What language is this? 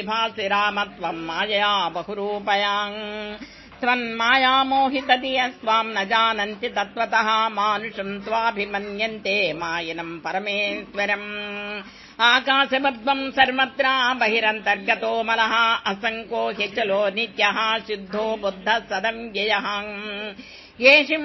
Sanskrit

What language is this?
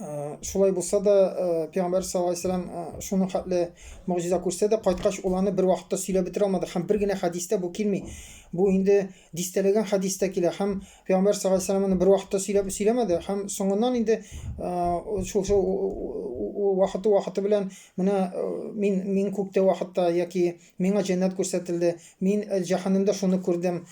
Tatar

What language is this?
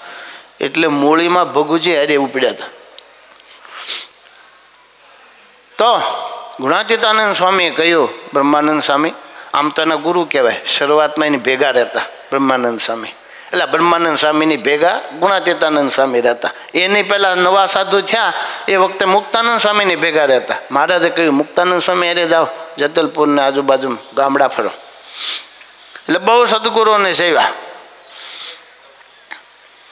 Gujarati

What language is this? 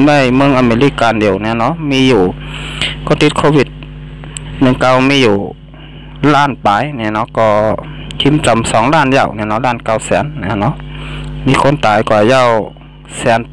Shan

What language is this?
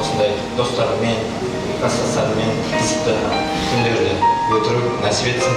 Kara-Kalpak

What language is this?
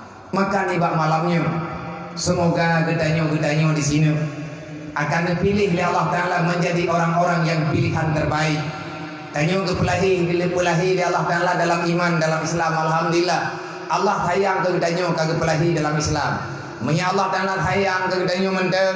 Achinese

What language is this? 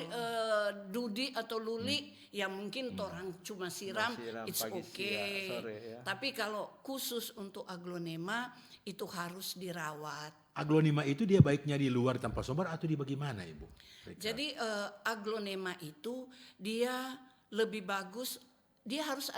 Manado Malay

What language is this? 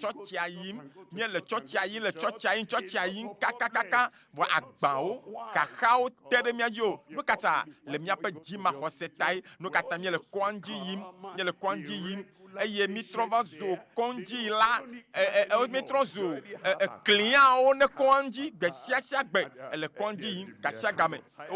Ewe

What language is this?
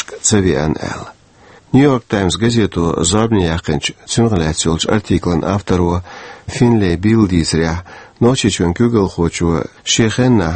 Chechen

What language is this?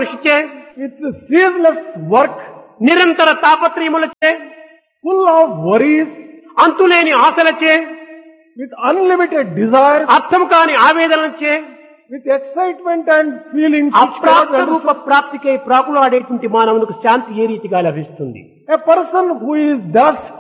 Telugu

